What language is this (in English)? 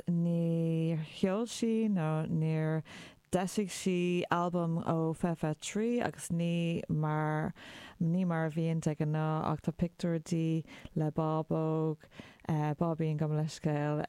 Irish